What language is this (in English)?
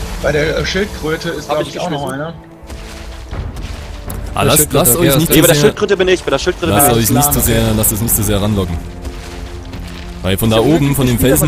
German